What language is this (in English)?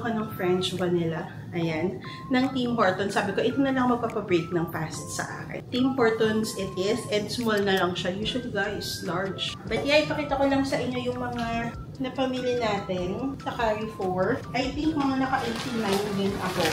Filipino